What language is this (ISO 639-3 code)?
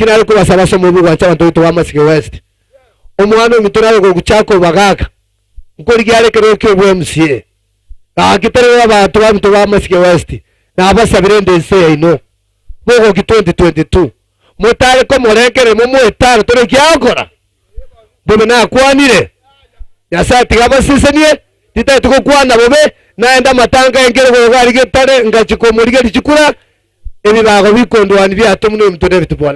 guz